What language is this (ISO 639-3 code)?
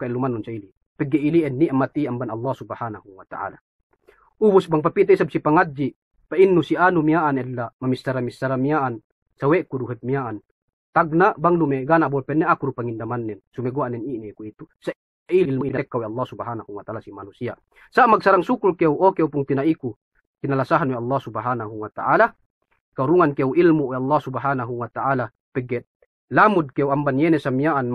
yka